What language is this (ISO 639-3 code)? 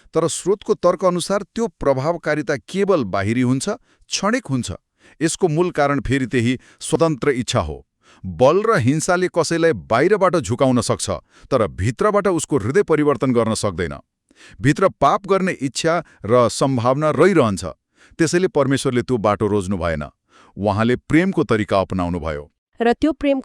nep